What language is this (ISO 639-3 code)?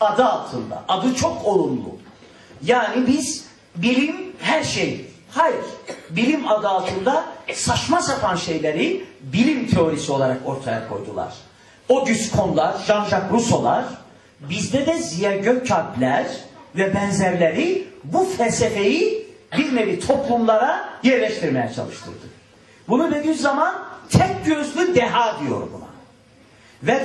tur